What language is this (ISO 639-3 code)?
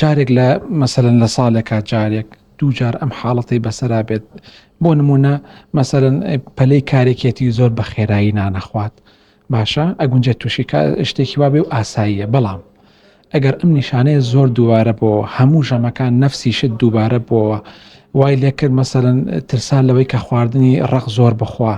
ckb